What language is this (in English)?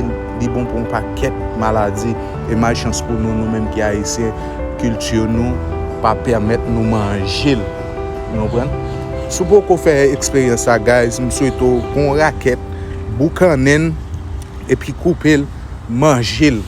Haitian Creole